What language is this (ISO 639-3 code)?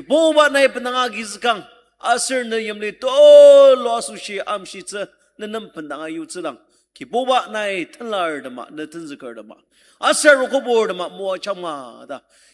njo